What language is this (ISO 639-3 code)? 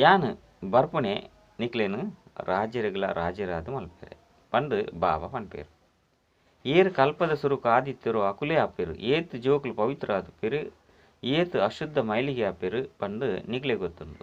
tcy